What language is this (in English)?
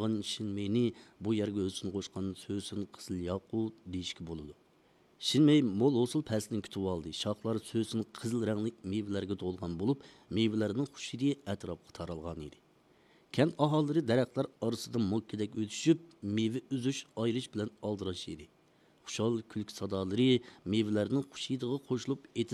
Uyghur